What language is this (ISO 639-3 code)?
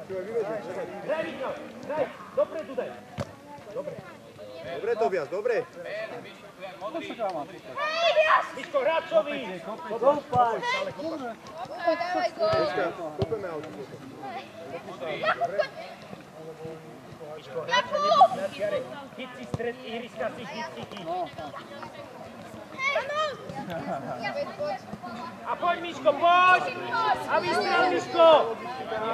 slk